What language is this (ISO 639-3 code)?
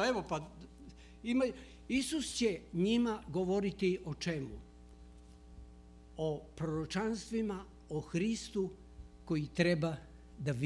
srp